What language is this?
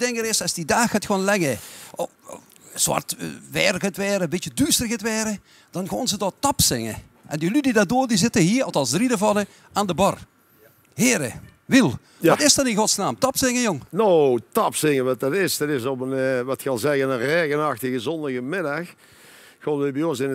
Limburgish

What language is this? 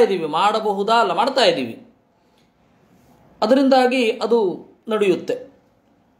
Kannada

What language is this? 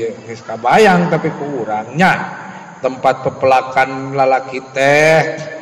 Sundanese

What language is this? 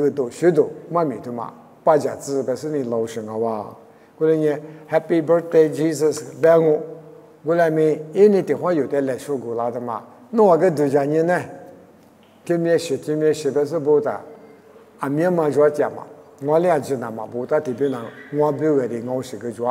Lisu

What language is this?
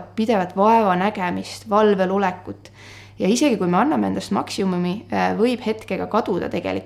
Estonian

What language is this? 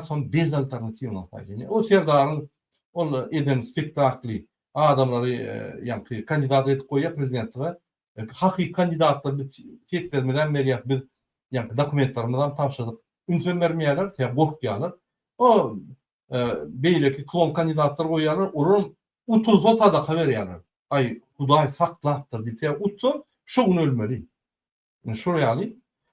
Turkmen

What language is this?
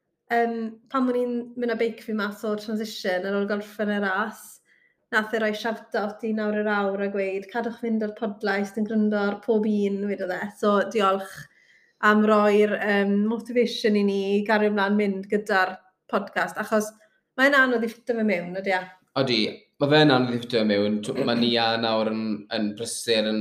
Welsh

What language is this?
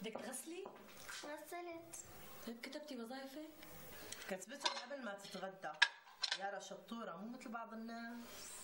North Levantine Arabic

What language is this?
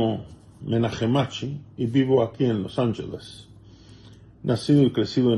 Ladino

